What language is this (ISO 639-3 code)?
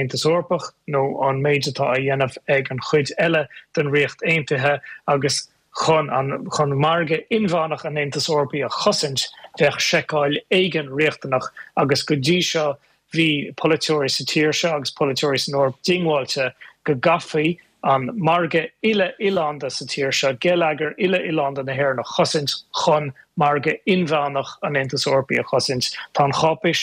gle